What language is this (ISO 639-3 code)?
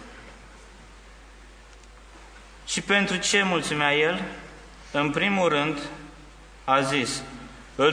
ron